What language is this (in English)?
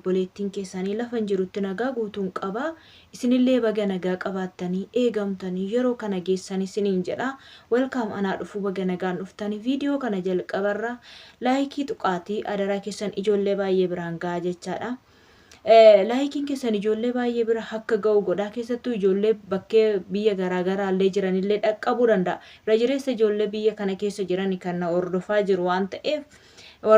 Oromo